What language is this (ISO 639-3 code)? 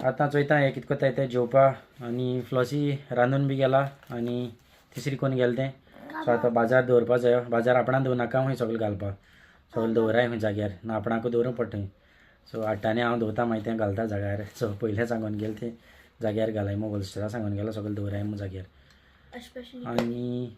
kok